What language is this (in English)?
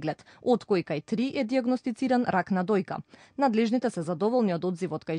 Macedonian